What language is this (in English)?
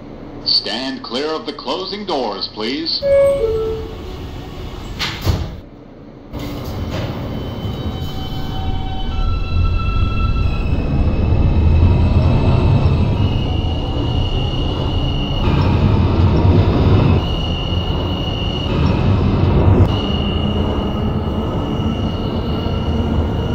English